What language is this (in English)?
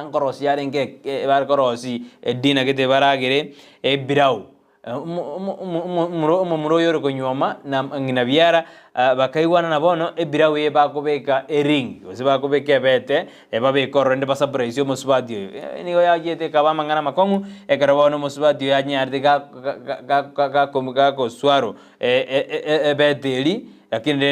Gusii